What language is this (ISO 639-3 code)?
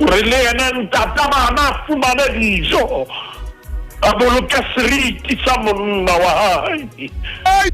sot